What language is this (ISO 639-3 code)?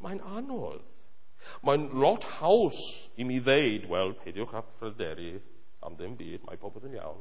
cym